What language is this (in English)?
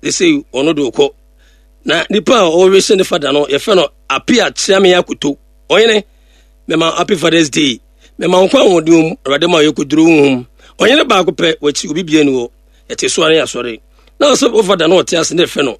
Akan